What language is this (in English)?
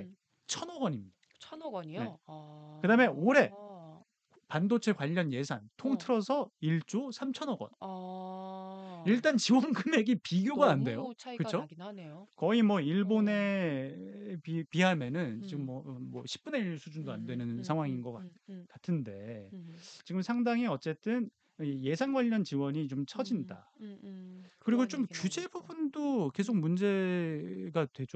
Korean